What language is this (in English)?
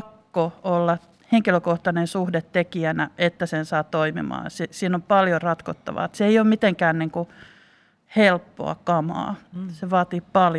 Finnish